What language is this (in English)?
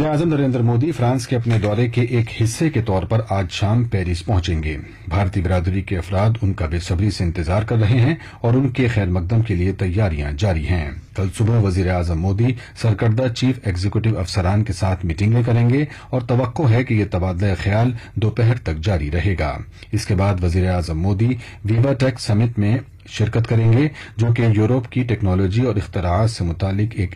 Urdu